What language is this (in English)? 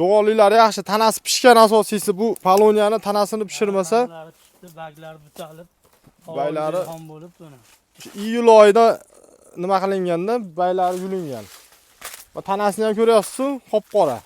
Uzbek